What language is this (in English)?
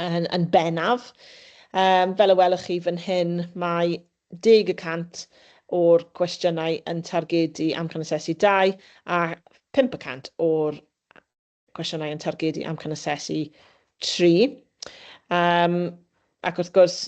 Welsh